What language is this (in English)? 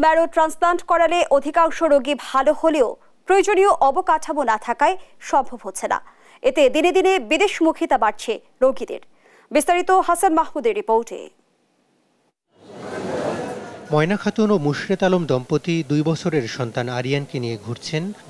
Bangla